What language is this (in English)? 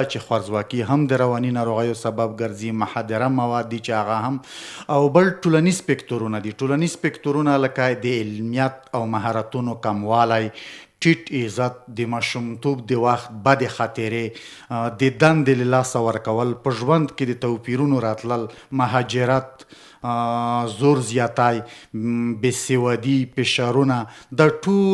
Pashto